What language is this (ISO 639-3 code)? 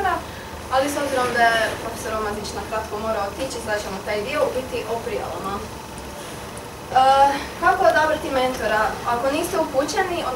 hrv